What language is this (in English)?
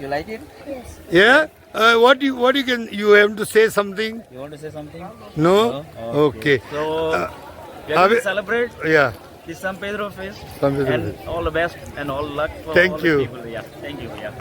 Konkani